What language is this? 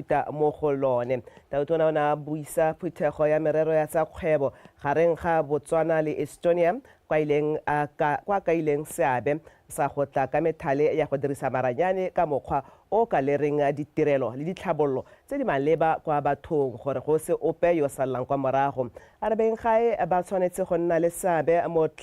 Tswana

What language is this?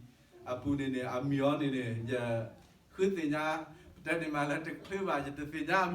S'gaw Karen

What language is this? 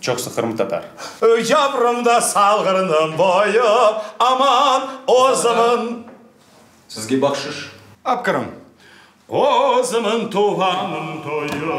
Crimean Tatar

